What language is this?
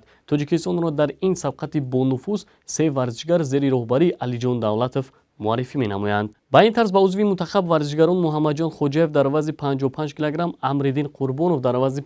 Tajik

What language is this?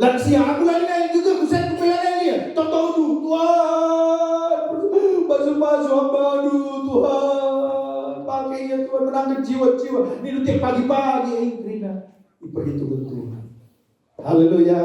Batak Karo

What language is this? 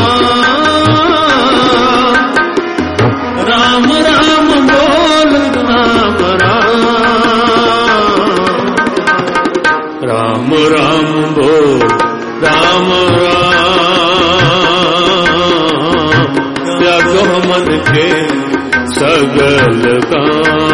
Punjabi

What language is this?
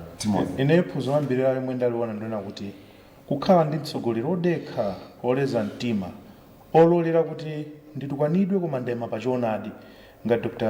Nyanja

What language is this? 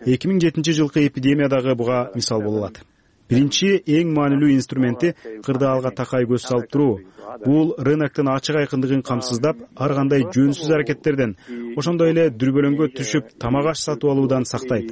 Kyrgyz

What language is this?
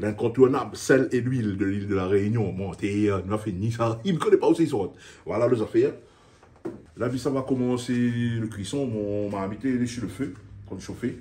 Réunion Creole French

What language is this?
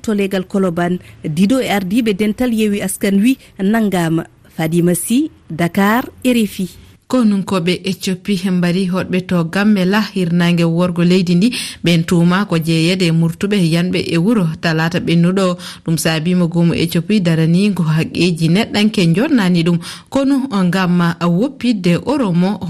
Fula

